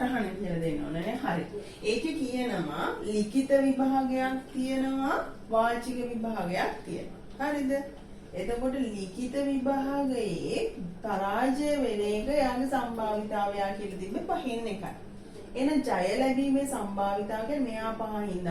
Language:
Sinhala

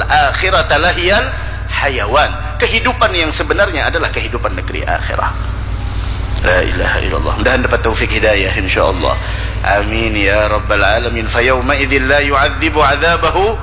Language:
Indonesian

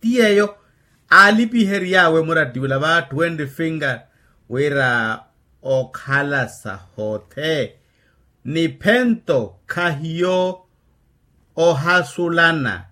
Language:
Makhuwa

